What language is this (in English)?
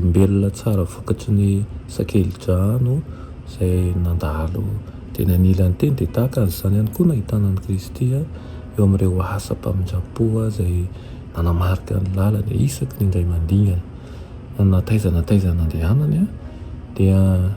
Malagasy